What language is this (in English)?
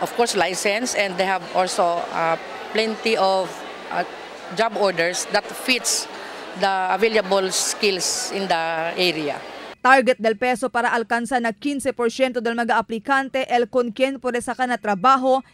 Chavacano